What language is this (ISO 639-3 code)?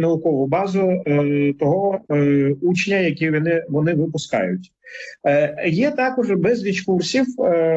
ukr